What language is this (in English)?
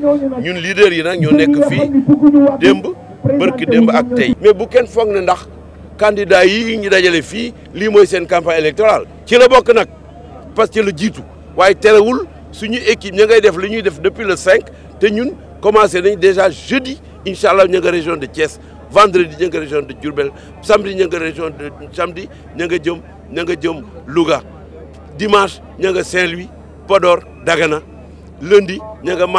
Wolof